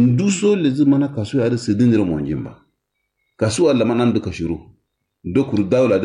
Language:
Kanuri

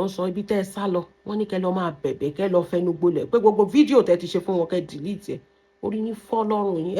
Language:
Yoruba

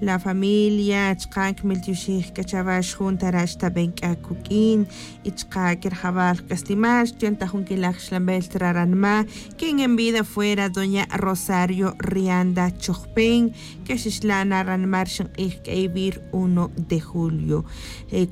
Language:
Tz'utujil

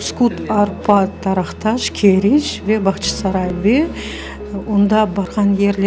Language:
Crimean Tatar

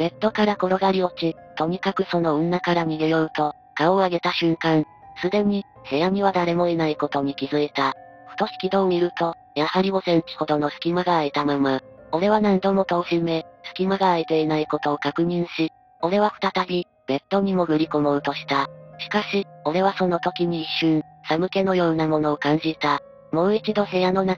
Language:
Japanese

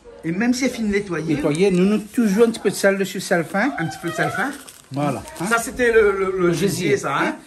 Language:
Réunion Creole French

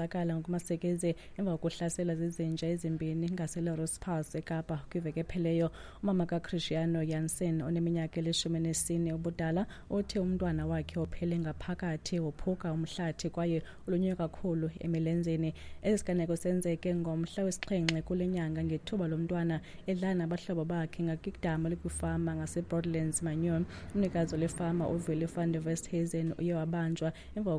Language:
Xhosa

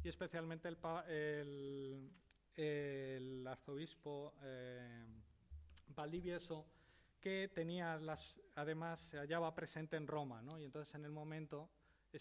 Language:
Spanish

